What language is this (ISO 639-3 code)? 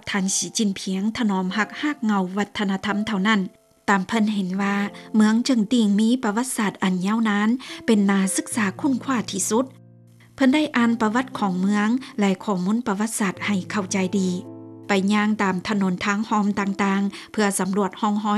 lao